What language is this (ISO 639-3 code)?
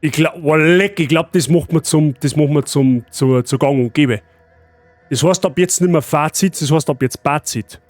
bar